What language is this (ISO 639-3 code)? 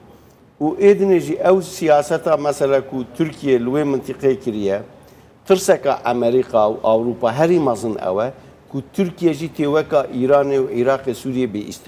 kur